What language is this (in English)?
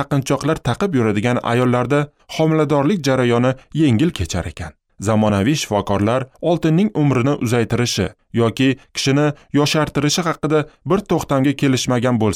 Uzbek